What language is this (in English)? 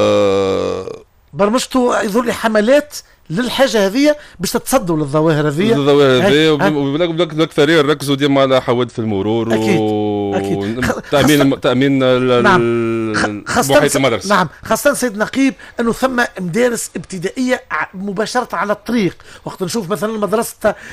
Tunisian Arabic